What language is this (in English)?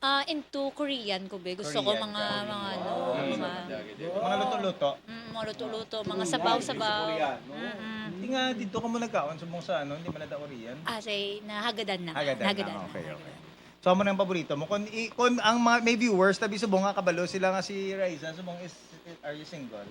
Hiligaynon